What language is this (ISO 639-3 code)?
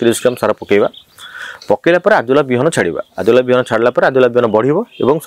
ori